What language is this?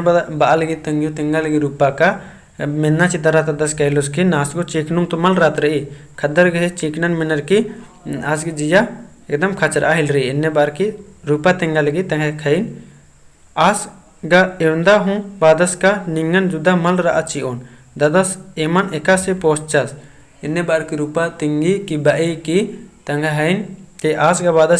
Kurukh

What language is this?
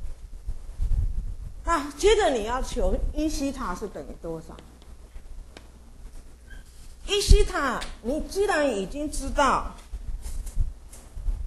Chinese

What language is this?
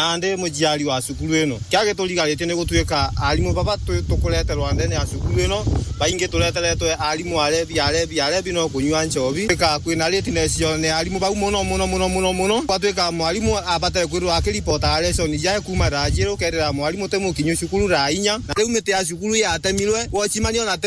Meru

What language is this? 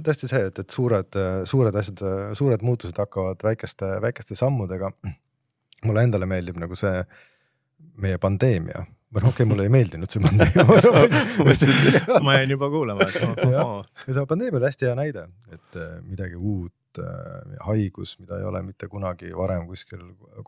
Estonian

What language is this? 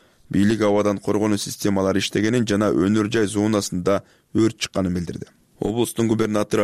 Kyrgyz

